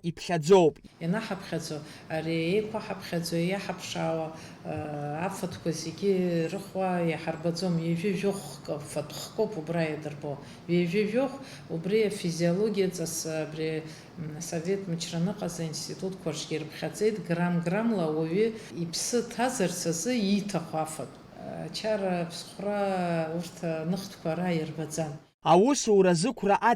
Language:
Abkhazian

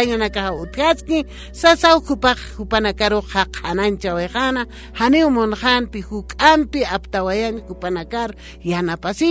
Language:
Aymara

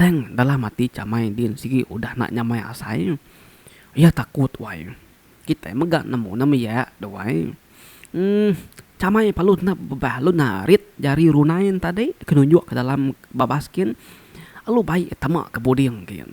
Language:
Iban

